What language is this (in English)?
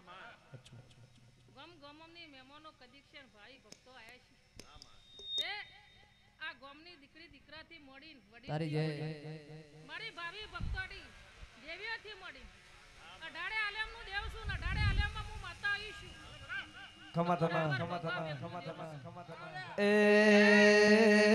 Gujarati